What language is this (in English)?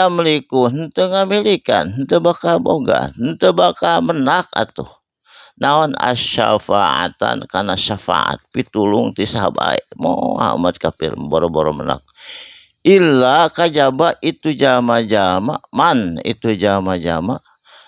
Sundanese